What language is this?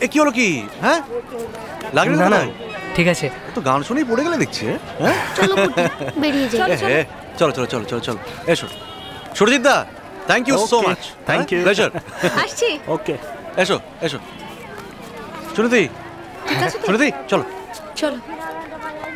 Bangla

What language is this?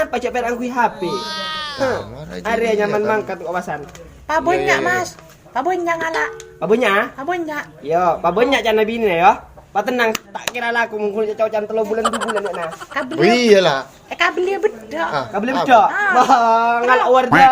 Madurese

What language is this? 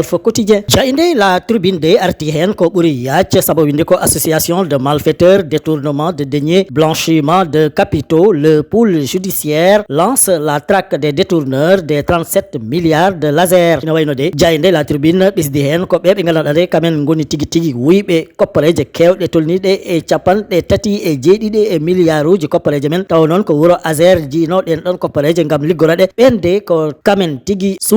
Fula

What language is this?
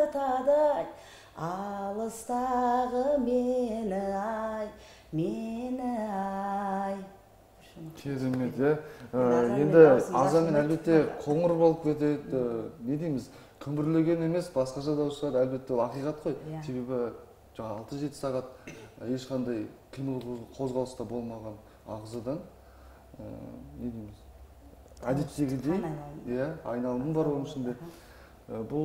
Kazakh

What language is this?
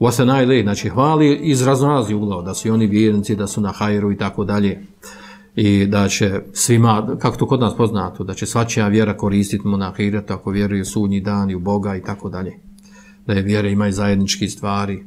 Bosnian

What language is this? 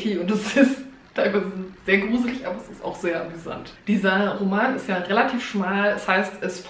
German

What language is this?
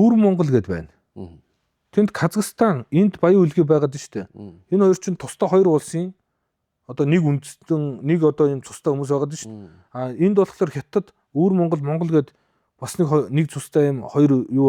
Mongolian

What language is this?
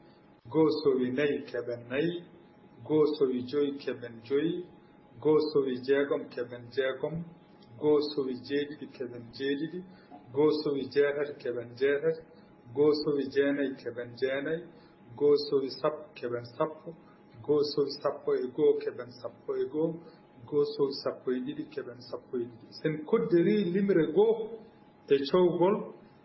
Fula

